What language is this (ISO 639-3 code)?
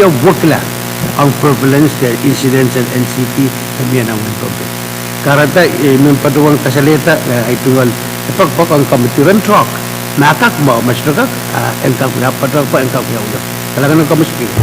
pon